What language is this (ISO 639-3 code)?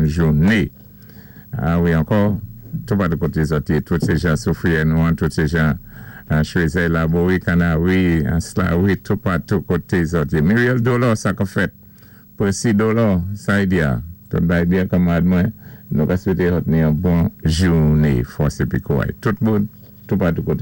acf